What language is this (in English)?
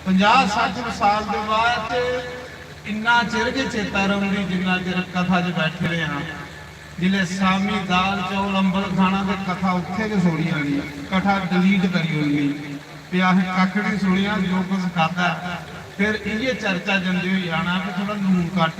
Dogri